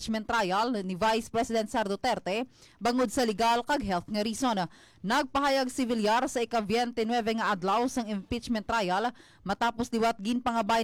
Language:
Hiligaynon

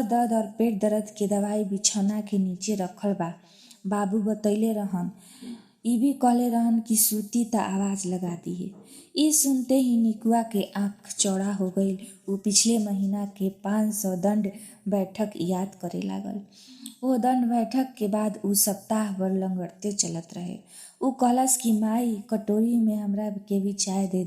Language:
Bhojpuri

